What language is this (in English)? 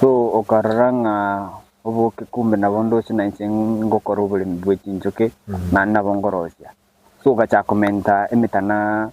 Gusii